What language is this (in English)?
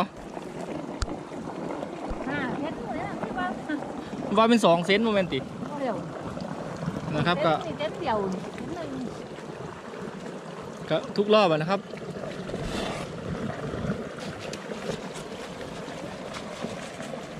Thai